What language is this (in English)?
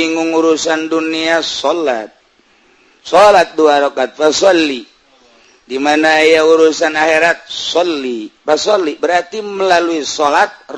Sundanese